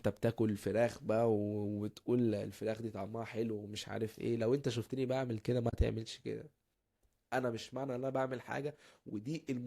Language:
Egyptian Arabic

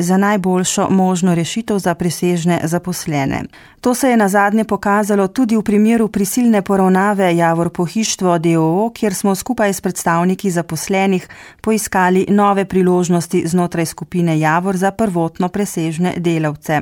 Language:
Slovenian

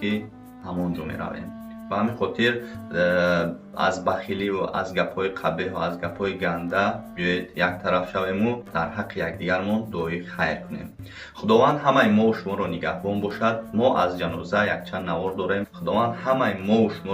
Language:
Tajik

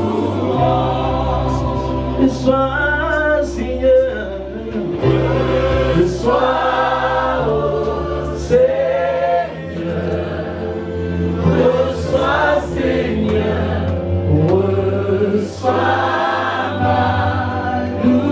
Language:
French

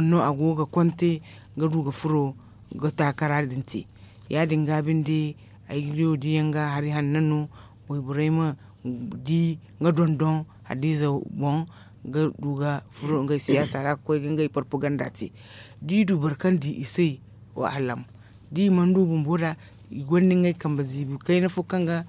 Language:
Zarma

